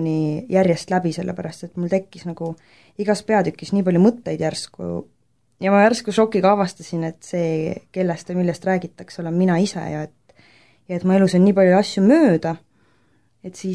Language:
Estonian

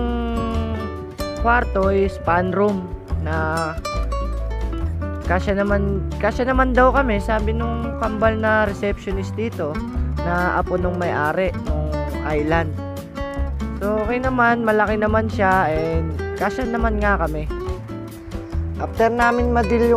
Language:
Filipino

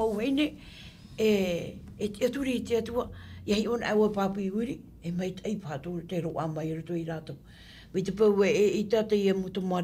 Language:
Tahitian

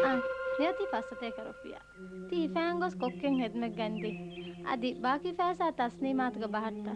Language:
Divehi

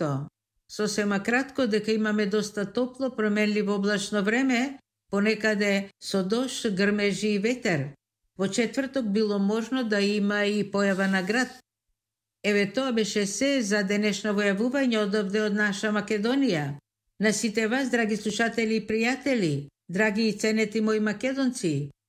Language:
Macedonian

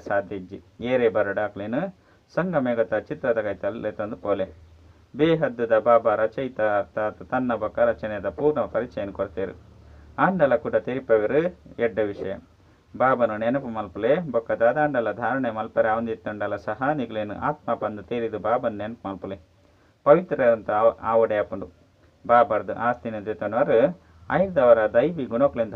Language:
Tulu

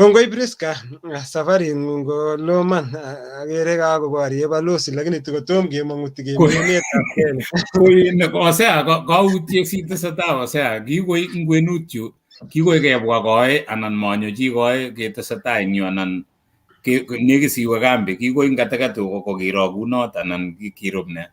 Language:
Kalenjin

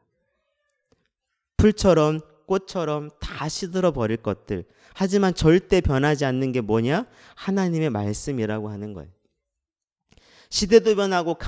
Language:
Korean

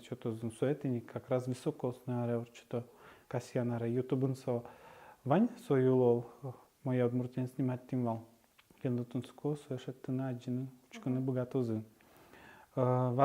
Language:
Udmurt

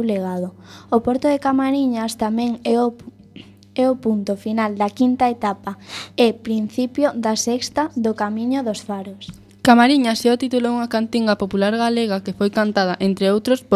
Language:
Galician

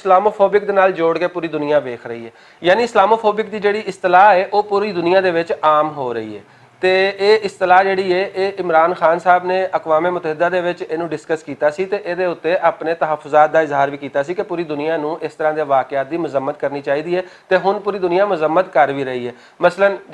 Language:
Western Panjabi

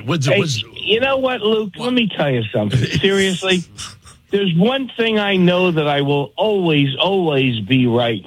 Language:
English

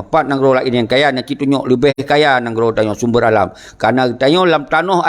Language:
Achinese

